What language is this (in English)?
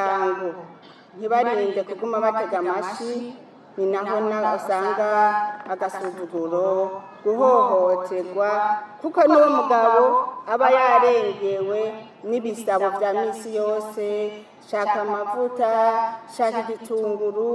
Rundi